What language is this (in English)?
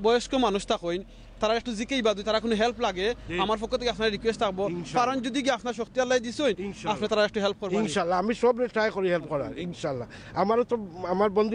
Sylheti